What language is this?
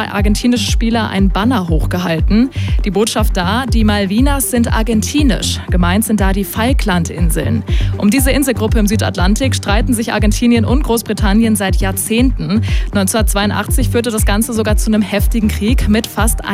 German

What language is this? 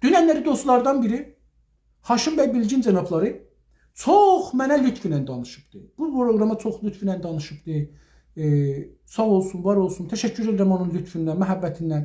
South Azerbaijani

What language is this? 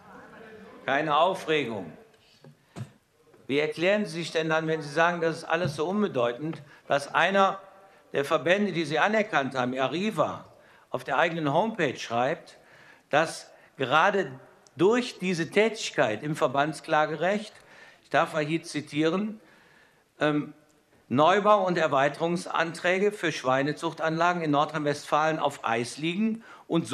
German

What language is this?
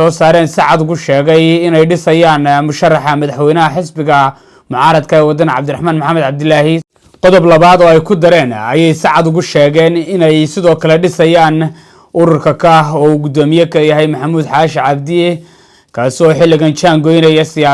Somali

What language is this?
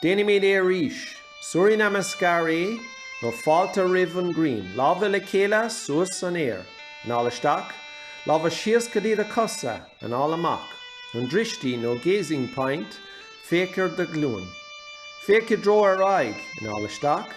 Irish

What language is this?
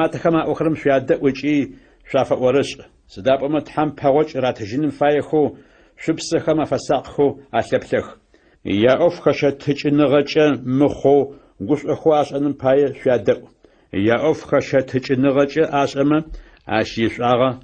Adyghe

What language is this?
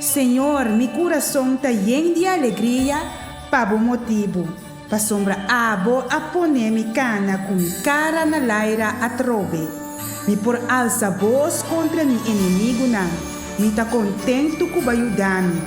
Papiamento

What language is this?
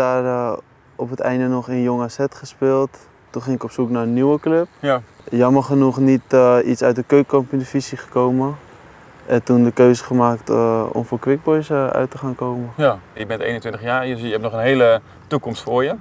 Dutch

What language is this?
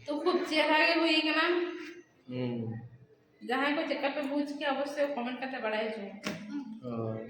Santali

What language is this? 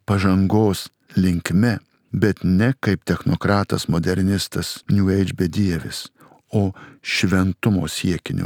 Lithuanian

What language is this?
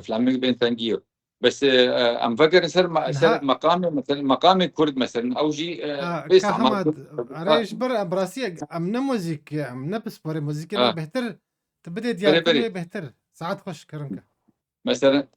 Kurdish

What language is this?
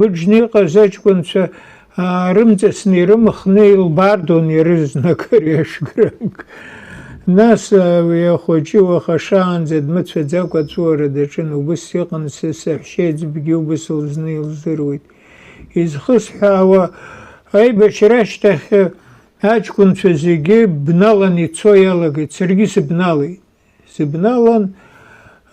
Abkhazian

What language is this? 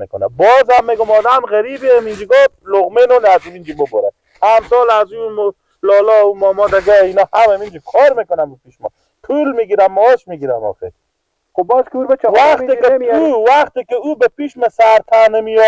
Persian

